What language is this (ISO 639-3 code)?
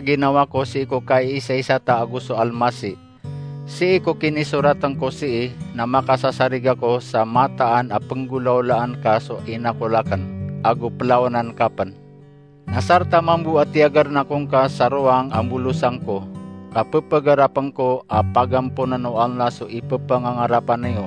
mrw